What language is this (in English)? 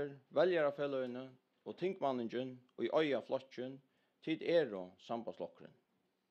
Faroese